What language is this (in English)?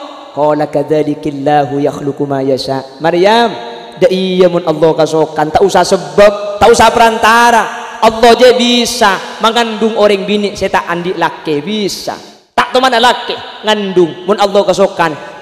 Madurese